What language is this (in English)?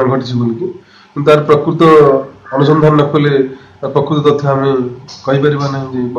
Odia